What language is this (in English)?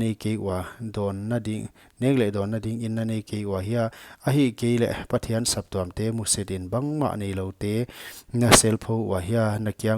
Paite Chin